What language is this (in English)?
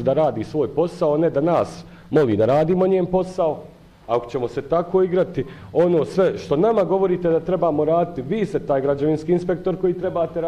Bosnian